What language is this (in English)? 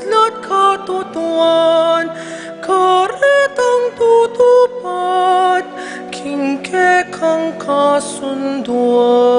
Pampanga